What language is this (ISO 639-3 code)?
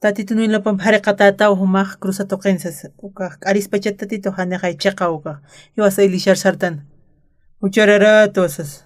aym